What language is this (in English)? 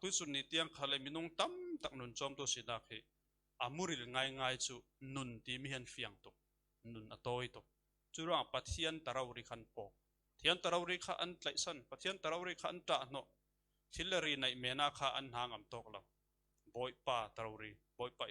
Falam Chin